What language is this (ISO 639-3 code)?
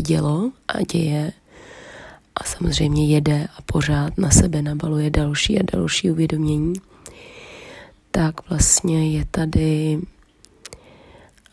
ces